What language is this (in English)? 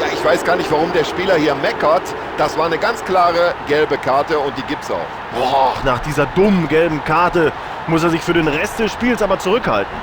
Bavarian